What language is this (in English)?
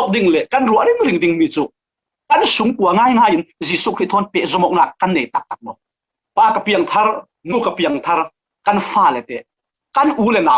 Falam Chin